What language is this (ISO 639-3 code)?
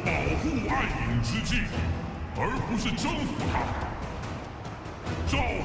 zho